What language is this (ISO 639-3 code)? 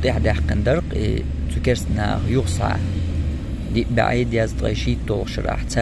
che